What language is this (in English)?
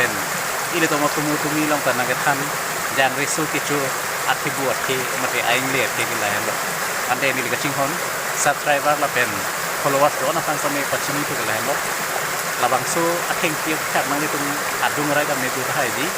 Karbi